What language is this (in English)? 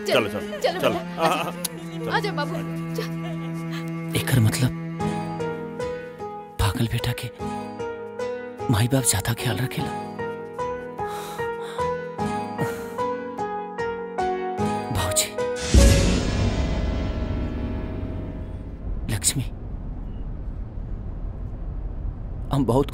Bhojpuri